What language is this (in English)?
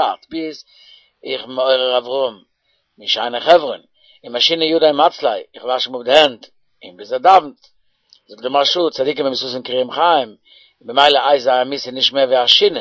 Yiddish